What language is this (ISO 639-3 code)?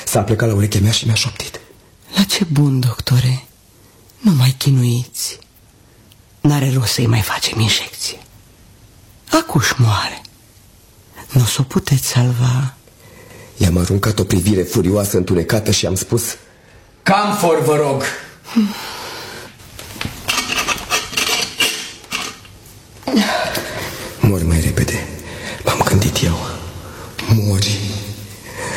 ron